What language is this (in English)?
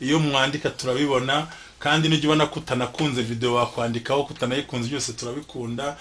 Kinyarwanda